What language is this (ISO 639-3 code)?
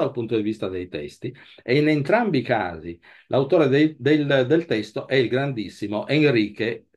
ita